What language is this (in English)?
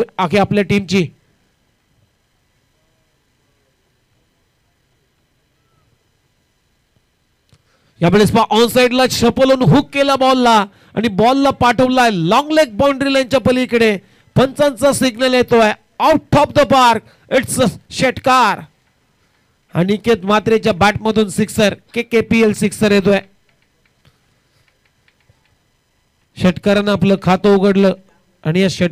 Marathi